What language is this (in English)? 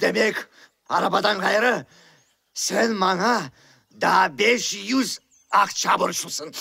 Crimean Tatar